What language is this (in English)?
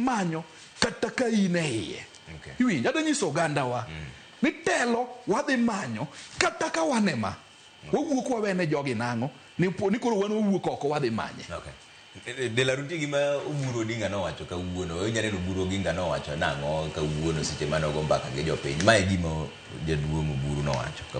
Luo (Kenya and Tanzania)